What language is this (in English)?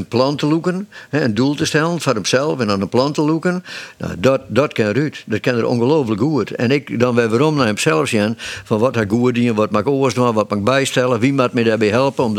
Western Frisian